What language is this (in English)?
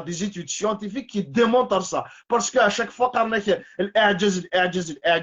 Kabyle